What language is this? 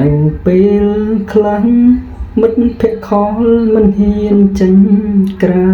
Khmer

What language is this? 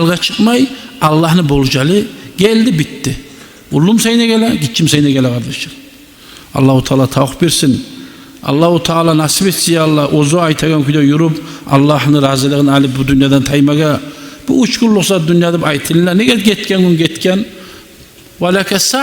Kumyk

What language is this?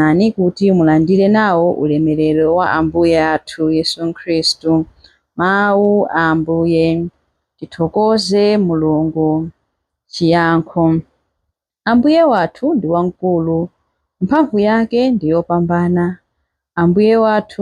Nyanja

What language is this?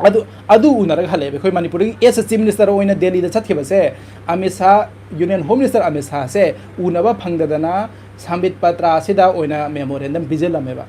Manipuri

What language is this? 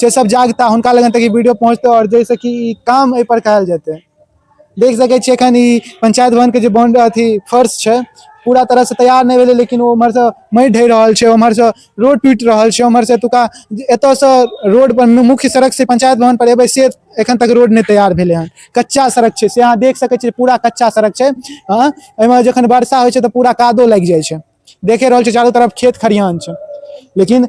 Maithili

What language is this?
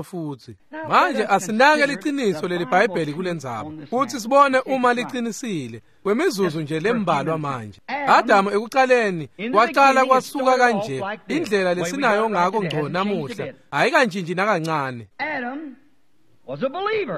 Swati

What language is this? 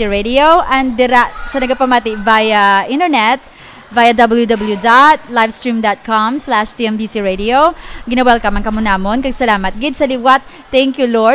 Hiligaynon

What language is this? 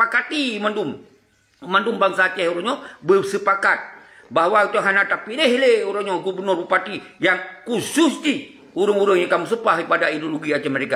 Achinese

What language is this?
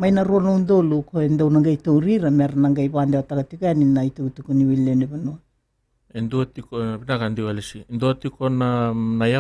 Fijian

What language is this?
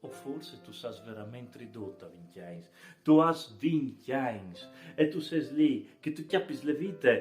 Friulian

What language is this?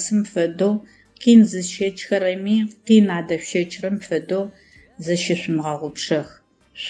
Adyghe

